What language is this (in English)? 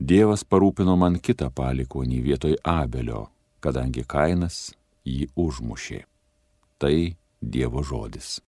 Lithuanian